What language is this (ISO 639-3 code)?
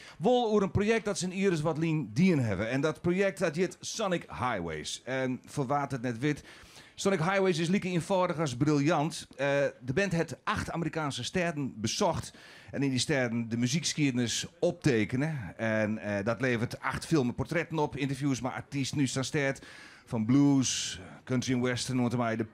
fry